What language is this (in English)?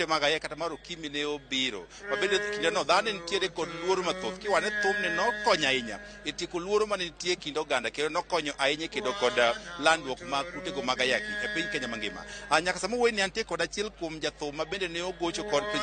Luo (Kenya and Tanzania)